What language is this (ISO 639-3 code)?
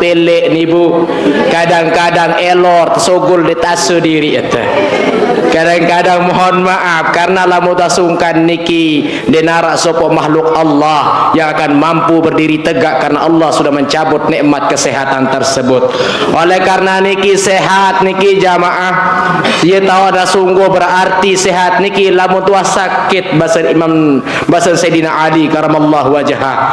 sas